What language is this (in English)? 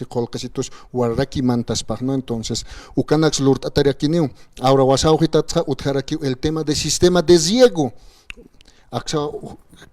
Aymara